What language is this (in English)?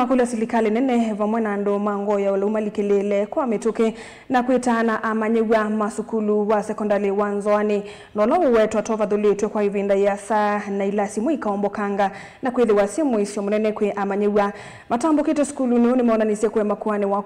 Kamba